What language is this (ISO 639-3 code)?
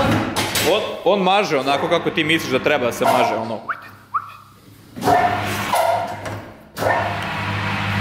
srp